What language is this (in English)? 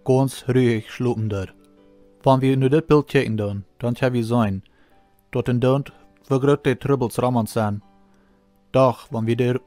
Plautdietsch